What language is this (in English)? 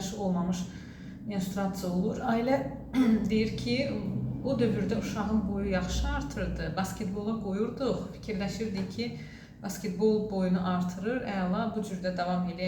Azerbaijani